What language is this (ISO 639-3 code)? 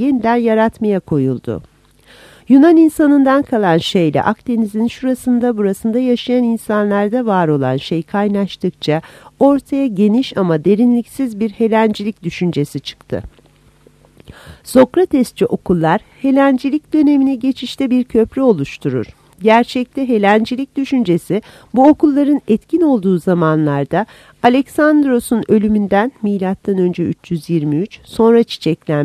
tur